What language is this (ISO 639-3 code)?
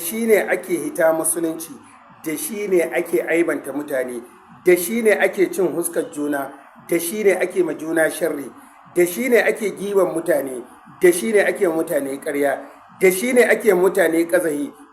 hau